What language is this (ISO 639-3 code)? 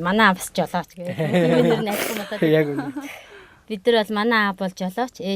mon